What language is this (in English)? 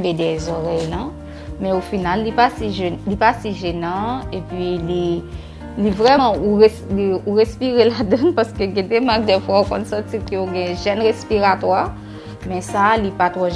Haitian Creole